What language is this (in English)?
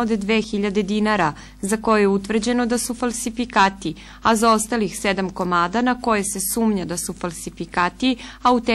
Serbian